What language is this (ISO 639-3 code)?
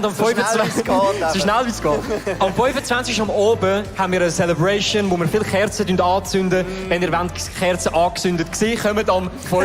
gsw